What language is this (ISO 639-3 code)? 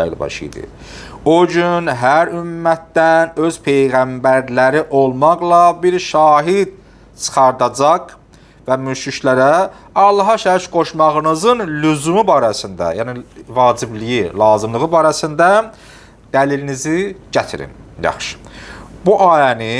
aze